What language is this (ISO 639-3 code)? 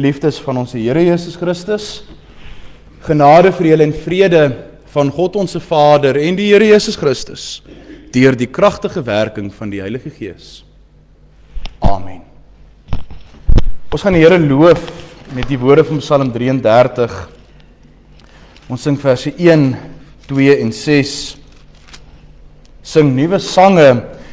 afr